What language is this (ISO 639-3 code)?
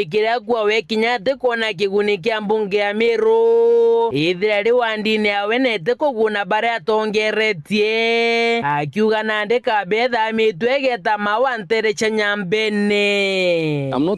mer